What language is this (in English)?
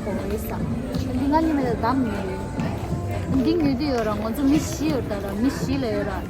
Tibetan